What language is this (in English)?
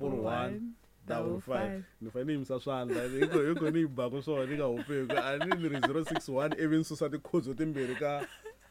Tsonga